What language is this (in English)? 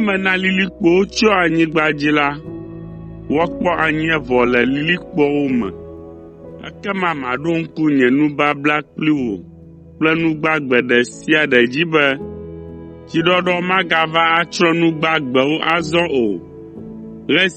Ewe